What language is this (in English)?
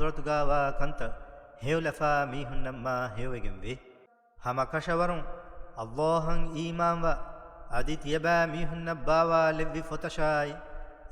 Divehi